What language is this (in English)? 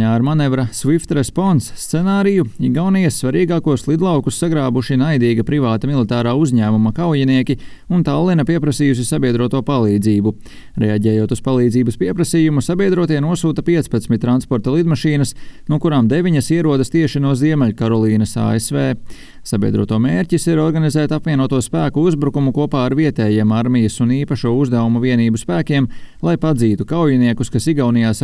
Latvian